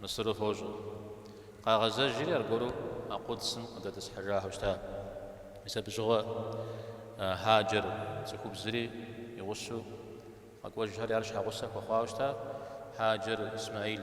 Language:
Kabardian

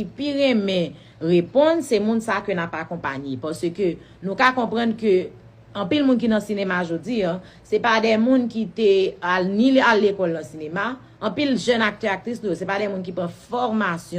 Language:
Haitian Creole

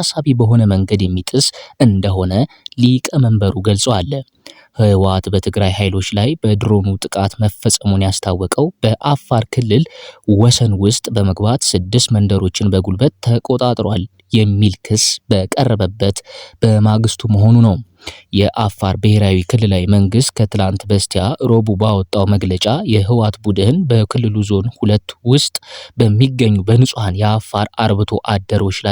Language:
Amharic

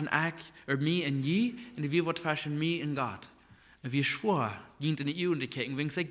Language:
Plautdietsch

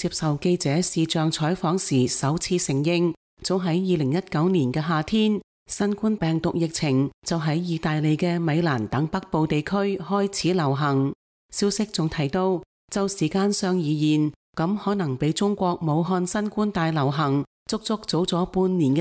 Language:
Cantonese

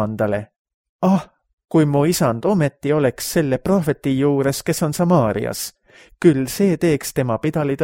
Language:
Estonian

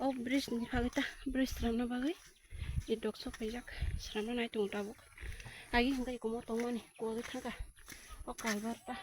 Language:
Kok Borok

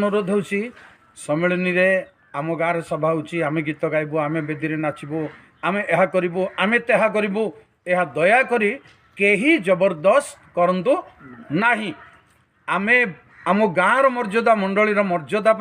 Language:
Odia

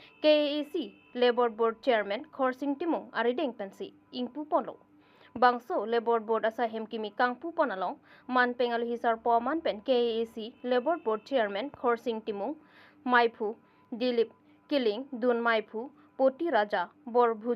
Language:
Karbi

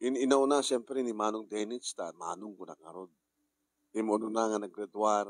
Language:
Iloko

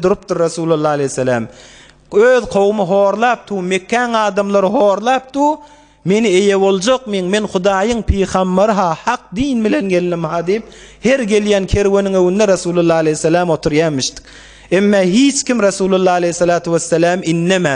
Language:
Turkmen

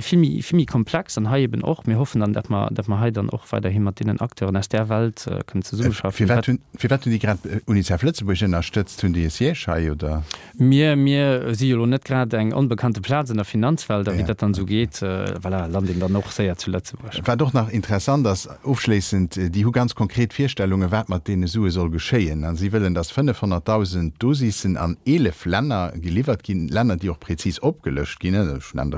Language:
Luxembourgish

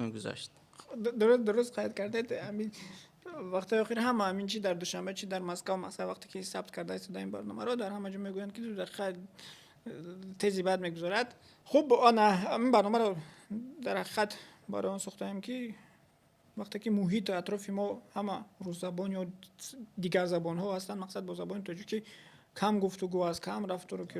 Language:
Tajik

